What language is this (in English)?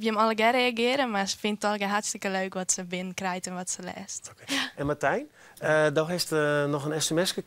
Western Frisian